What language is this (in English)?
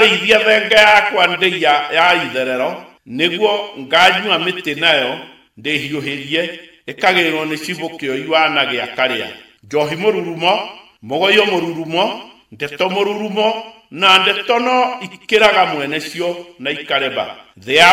Kikuyu